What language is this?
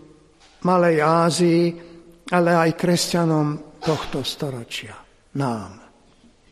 Slovak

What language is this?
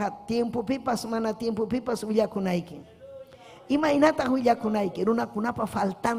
Ayacucho Quechua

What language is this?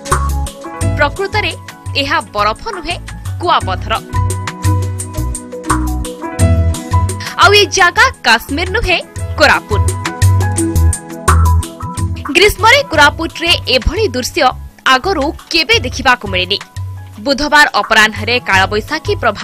Odia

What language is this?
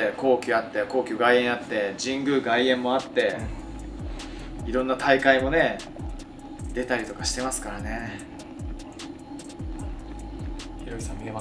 Japanese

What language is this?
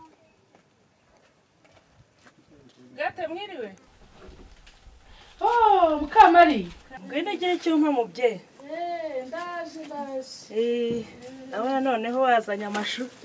Kinyarwanda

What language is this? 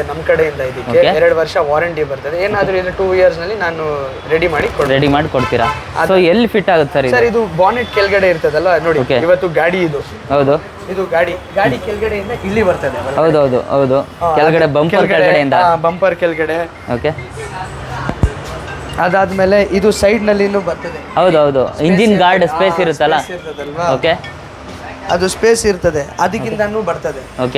Kannada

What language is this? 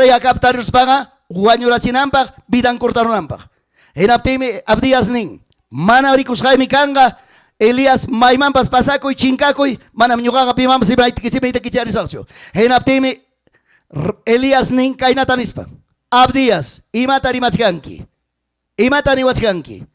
Ayacucho Quechua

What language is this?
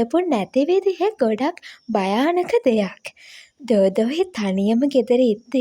Sinhala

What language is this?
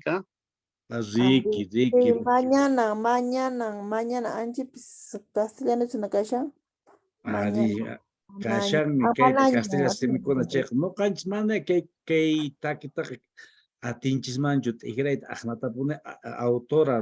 Quechua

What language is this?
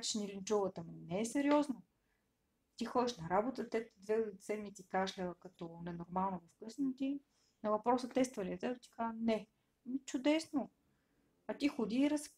Bulgarian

